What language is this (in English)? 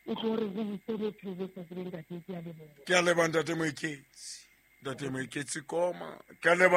Southern Sotho